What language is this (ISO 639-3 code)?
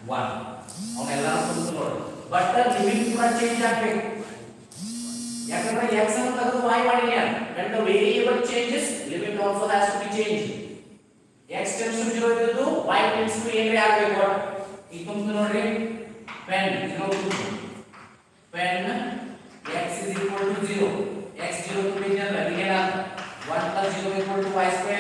kan